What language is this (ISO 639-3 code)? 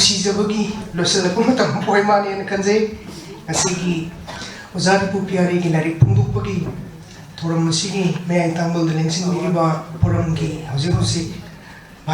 mni